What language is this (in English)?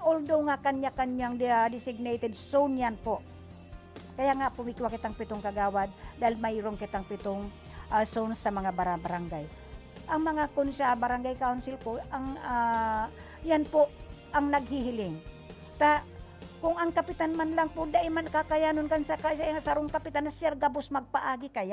Bikol